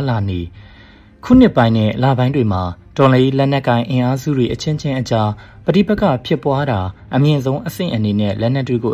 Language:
Burmese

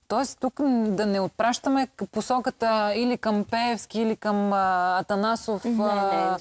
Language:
Bulgarian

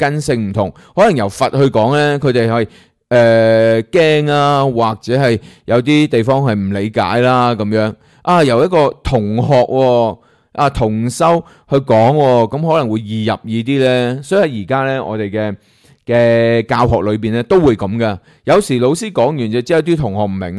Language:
Cantonese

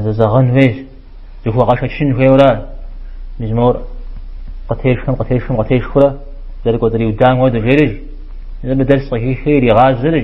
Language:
Kabardian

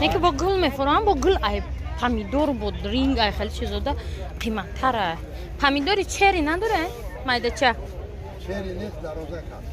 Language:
Tajik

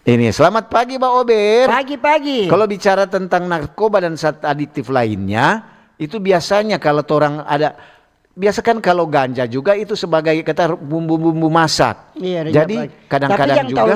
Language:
Manado Malay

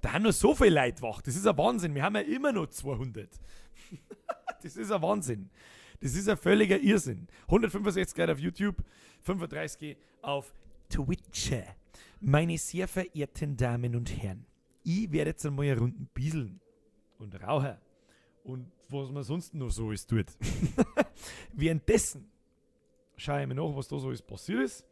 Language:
Bavarian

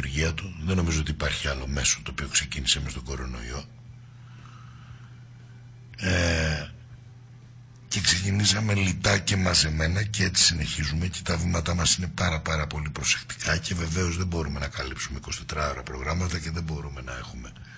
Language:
Greek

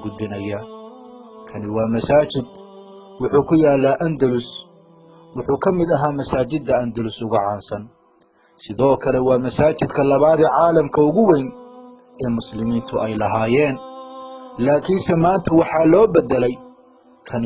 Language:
Somali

